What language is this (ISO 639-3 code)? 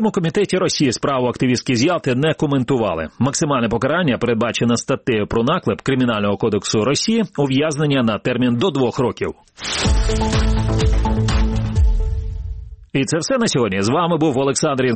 ukr